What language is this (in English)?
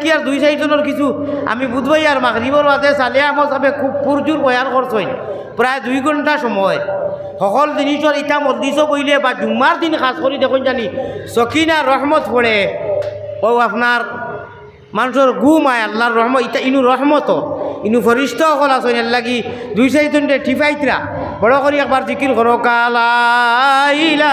Sylheti